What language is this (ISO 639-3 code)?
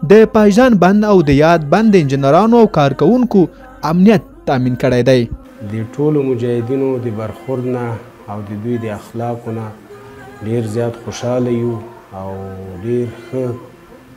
pus